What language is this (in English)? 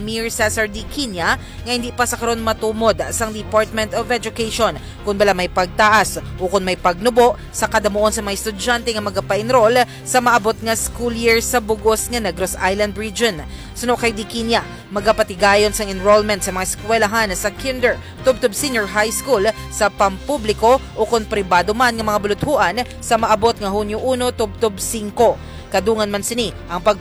Hiligaynon